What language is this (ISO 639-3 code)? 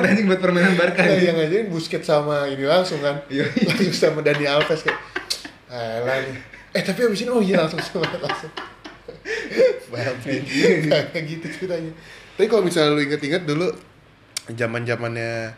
ind